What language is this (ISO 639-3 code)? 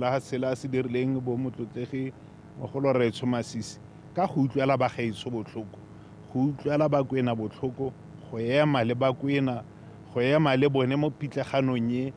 tsn